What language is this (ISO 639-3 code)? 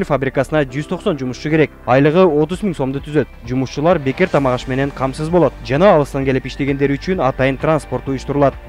kir